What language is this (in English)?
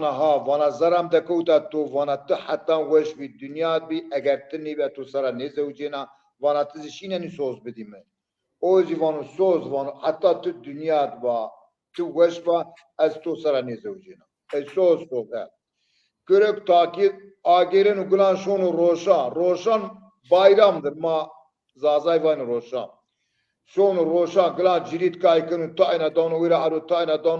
Zaza